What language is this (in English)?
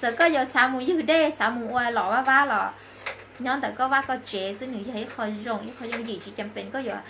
Hmong